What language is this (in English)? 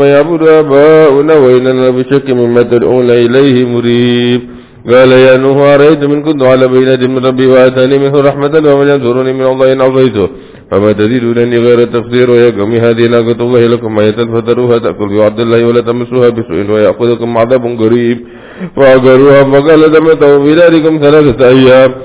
Arabic